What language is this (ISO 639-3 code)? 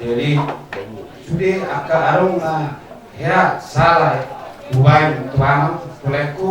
bbc